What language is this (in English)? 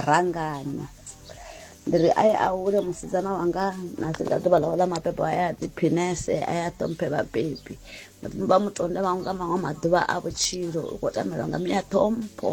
Venda